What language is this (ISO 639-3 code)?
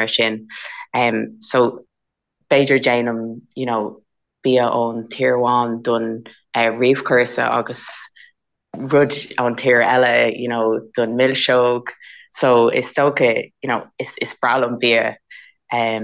gle